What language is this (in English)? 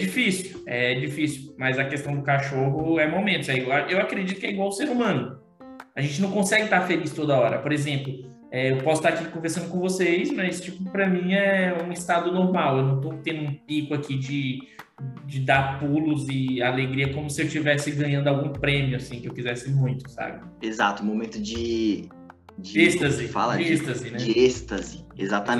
Portuguese